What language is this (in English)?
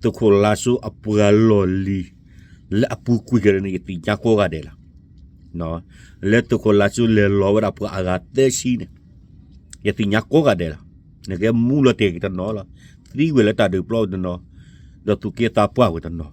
S'gaw Karen